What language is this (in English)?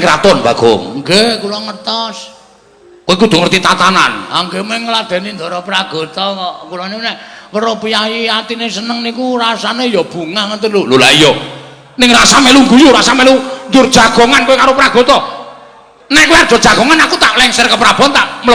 Javanese